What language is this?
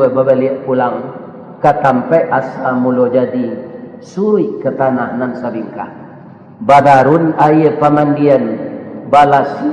Minangkabau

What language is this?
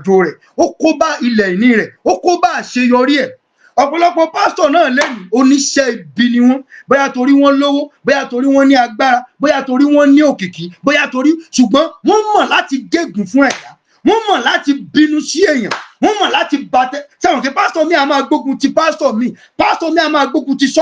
Yoruba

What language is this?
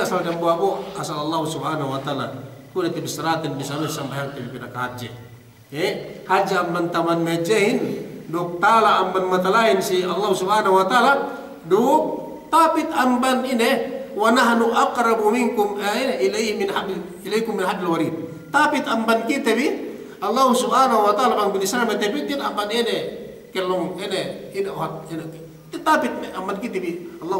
Yakan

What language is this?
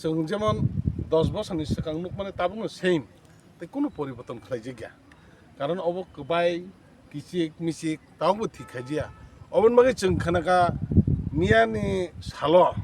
Kok Borok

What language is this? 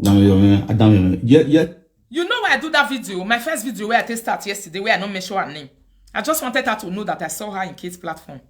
Nigerian Pidgin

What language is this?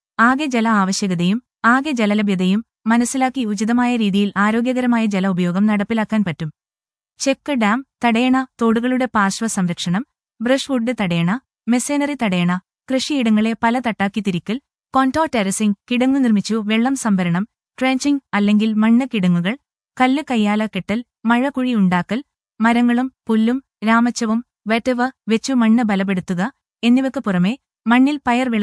Malayalam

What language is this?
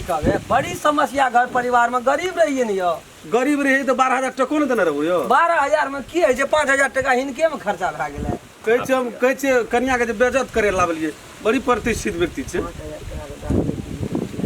Maithili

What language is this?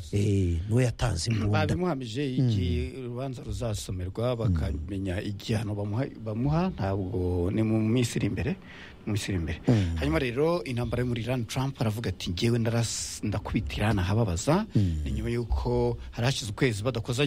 Kinyarwanda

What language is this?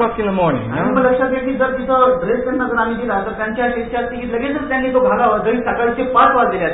Marathi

